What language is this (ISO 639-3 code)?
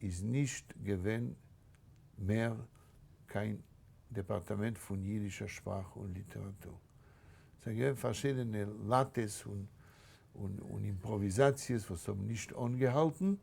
yid